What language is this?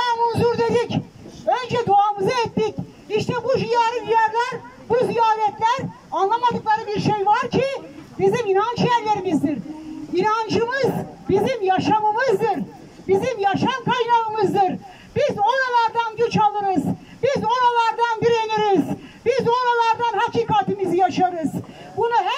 Turkish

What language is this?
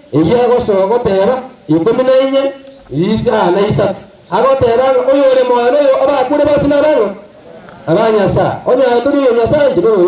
Gusii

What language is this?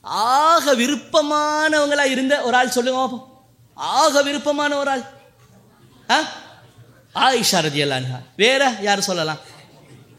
Tamil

